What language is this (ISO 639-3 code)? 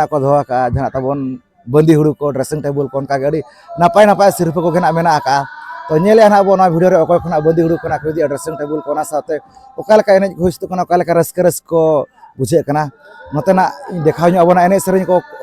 sat